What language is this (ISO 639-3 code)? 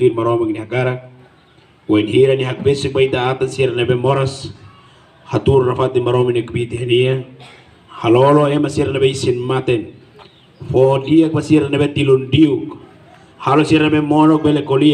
tet